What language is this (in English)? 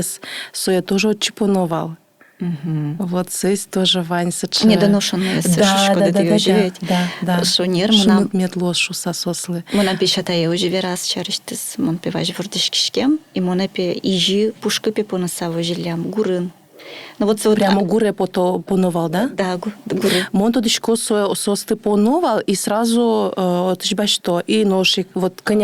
Udmurt